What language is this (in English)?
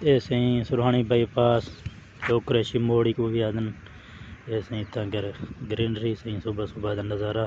Saraiki